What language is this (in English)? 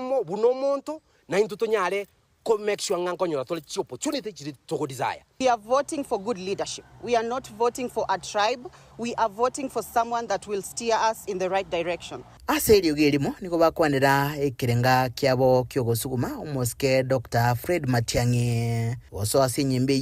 Gusii